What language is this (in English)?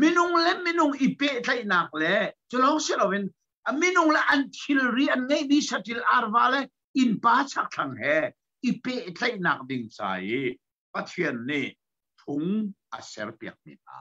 Hakha Chin